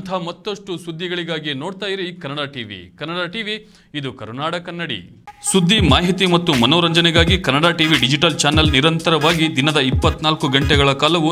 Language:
Kannada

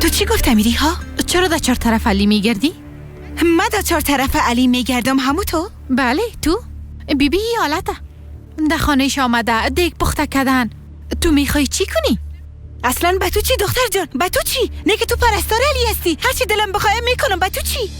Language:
Persian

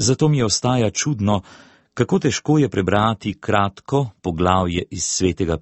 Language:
Slovenian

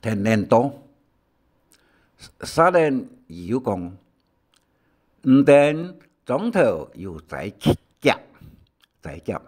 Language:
Hakka Chinese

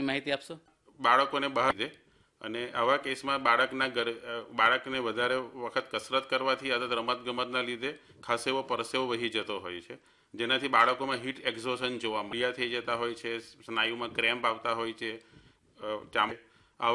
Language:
Gujarati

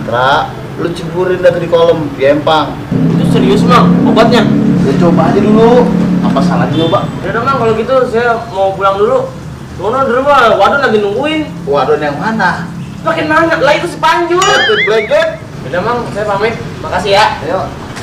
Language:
Betawi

